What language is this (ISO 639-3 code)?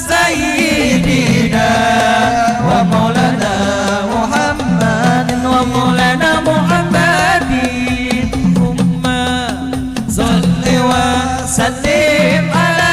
bjn